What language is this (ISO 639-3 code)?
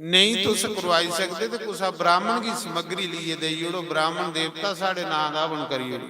doi